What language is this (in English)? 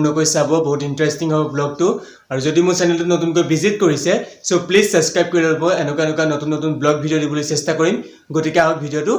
Assamese